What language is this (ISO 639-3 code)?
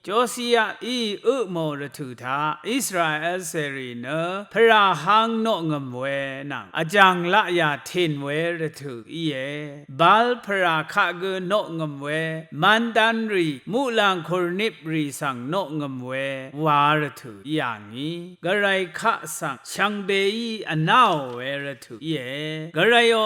raw